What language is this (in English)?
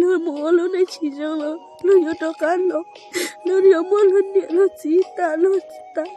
Hmong